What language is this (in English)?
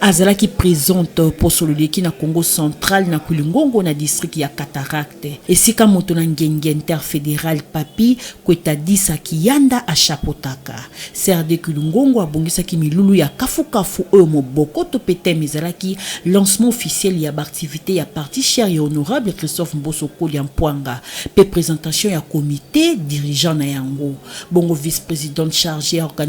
Lingala